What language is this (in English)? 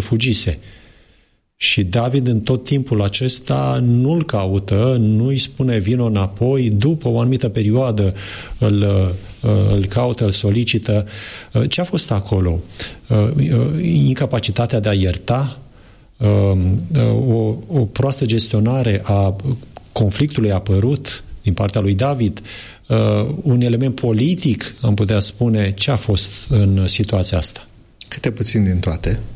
Romanian